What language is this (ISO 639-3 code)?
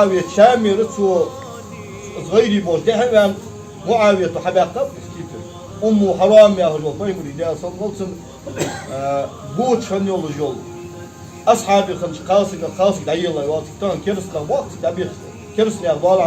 inh